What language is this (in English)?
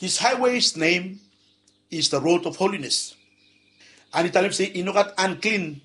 Bislama